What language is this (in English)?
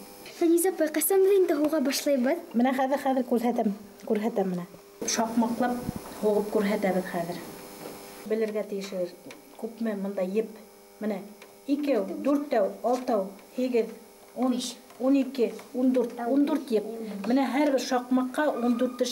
Bashkir